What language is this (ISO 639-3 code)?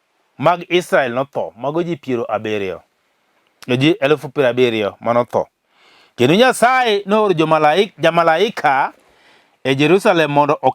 luo